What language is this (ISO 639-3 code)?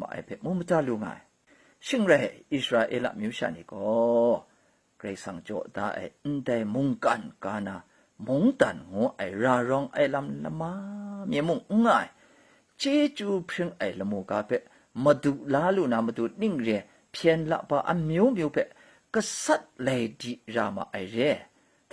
kac